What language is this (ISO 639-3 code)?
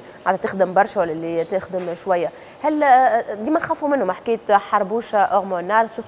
aeb